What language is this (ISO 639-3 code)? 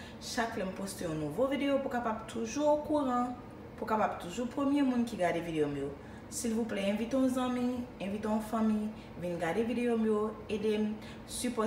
hat